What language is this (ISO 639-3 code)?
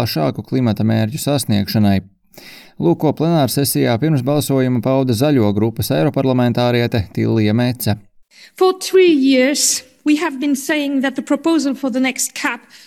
lav